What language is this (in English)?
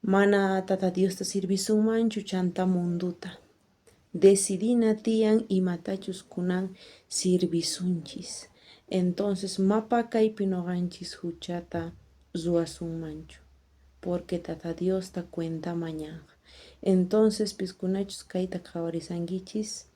South Bolivian Quechua